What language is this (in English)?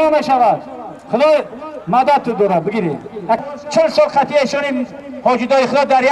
Tajik